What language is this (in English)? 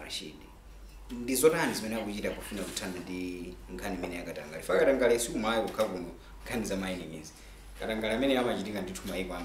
Nyanja